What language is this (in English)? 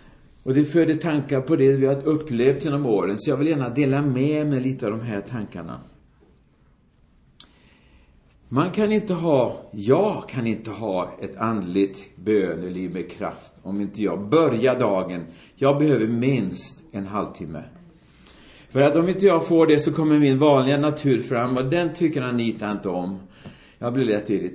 Swedish